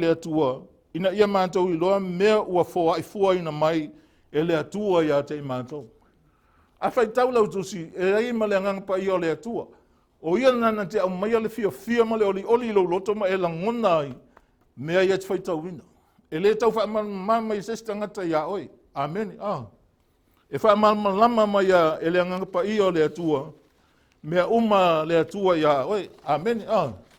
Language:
Samoan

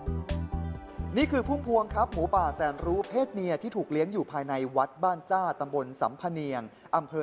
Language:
Thai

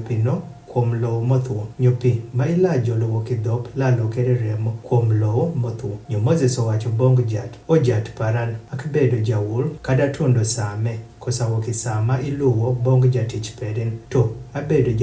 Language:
Adhola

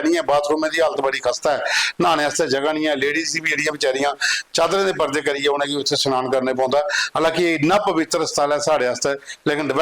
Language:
Dogri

